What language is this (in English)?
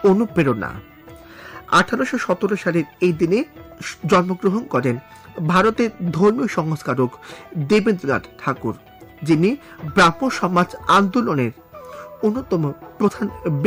Bangla